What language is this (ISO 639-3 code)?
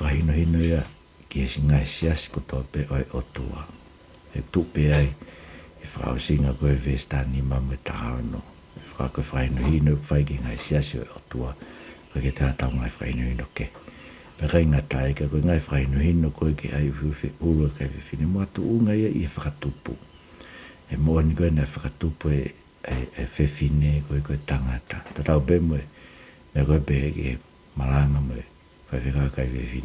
ton